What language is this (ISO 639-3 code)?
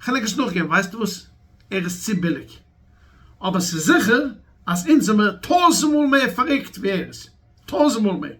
yid